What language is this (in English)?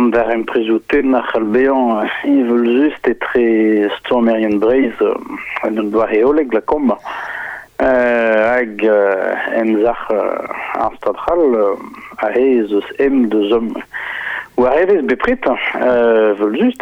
Breton